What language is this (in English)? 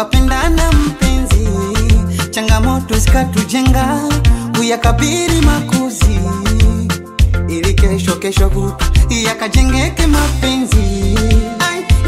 Swahili